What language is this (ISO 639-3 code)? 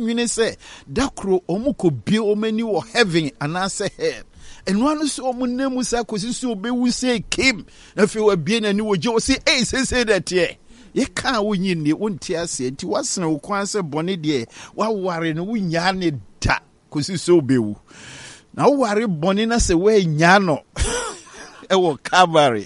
aka